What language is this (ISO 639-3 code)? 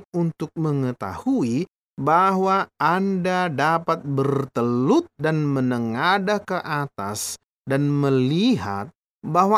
ind